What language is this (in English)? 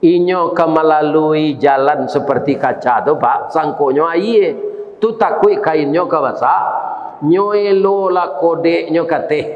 Minangkabau